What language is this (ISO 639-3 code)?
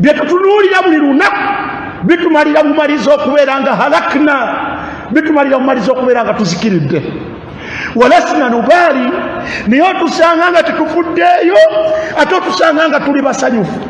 lug